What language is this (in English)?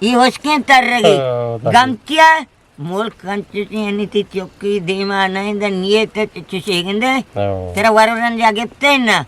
Eastern Balochi